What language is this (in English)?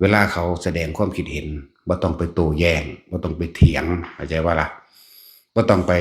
Northeastern Thai